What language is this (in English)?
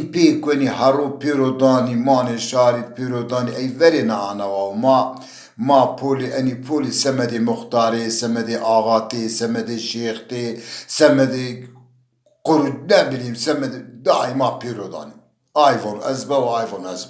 Zaza